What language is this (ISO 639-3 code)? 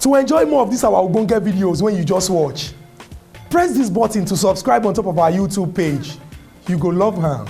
pcm